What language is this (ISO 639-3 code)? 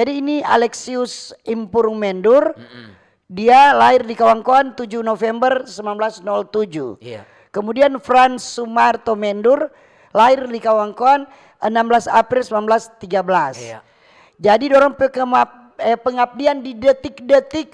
xmm